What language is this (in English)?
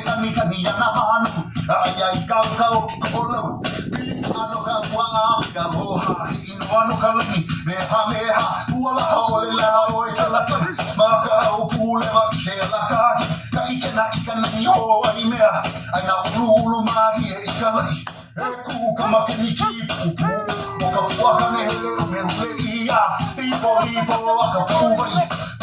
Hawaiian